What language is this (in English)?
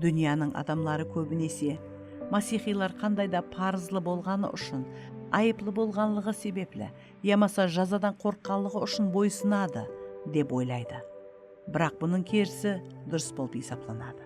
Kara-Kalpak